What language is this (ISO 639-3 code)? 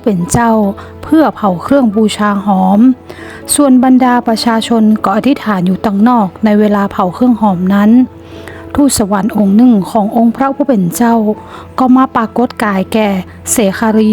nod